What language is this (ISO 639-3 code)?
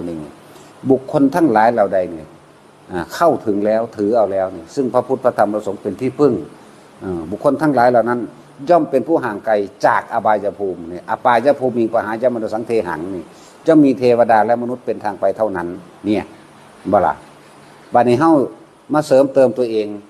tts